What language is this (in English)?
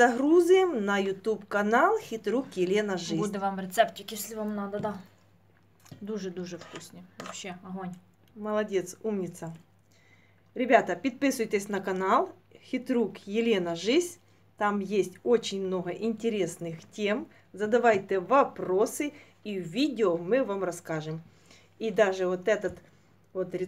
Ukrainian